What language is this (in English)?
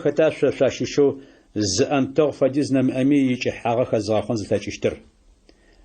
Adyghe